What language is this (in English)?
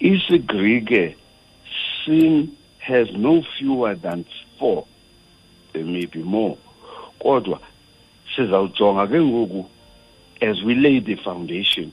Xhosa